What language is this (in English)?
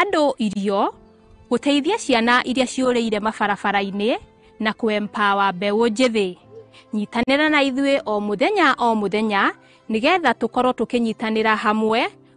Kikuyu